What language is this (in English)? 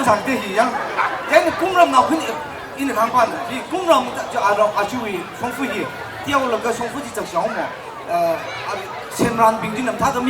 Tangkhul Naga (India)